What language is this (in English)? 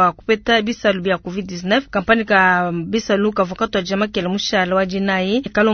Luba-Lulua